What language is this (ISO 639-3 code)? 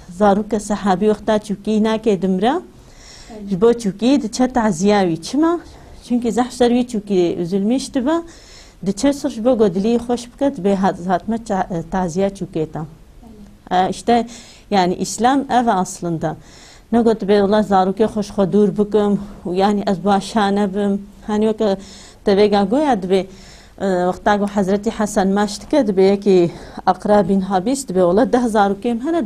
kur